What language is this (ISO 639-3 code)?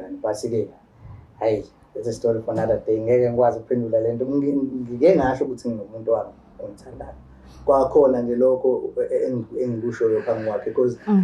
zul